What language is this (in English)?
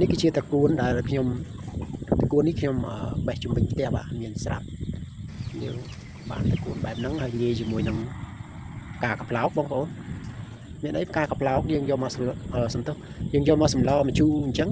Khmer